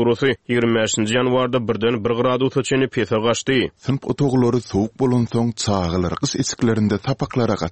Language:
Turkmen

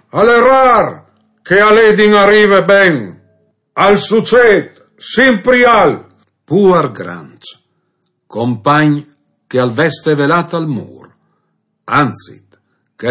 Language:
Friulian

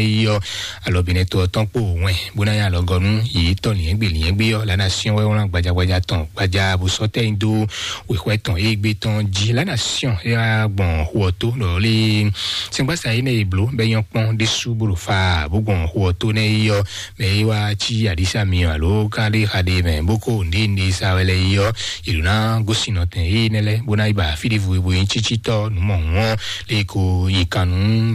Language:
Fon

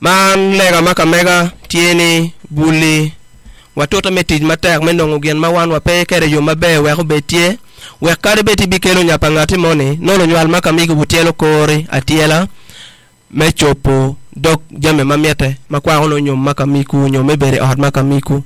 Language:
Acoli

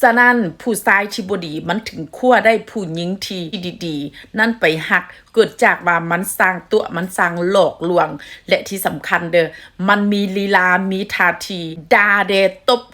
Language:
Northeastern Thai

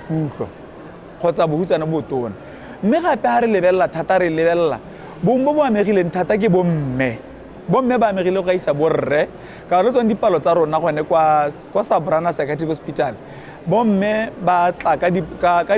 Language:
Tswana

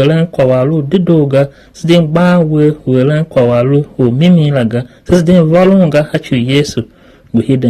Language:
Tiv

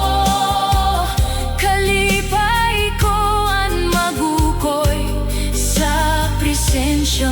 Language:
Waray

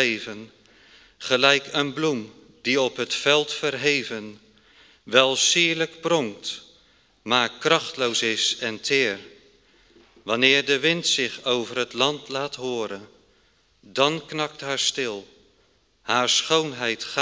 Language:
Dutch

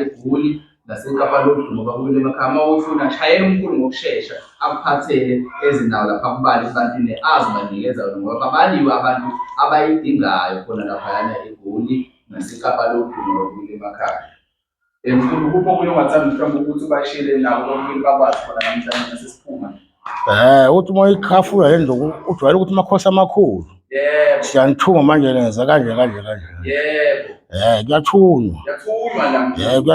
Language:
Zulu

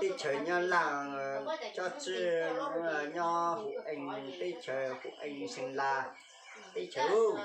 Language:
Hmong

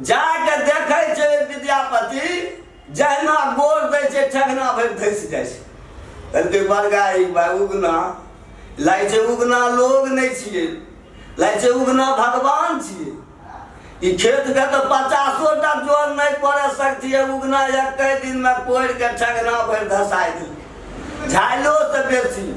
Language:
Maithili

